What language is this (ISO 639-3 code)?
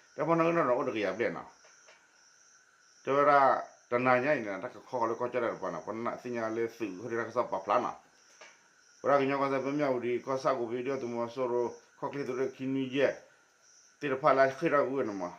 ksw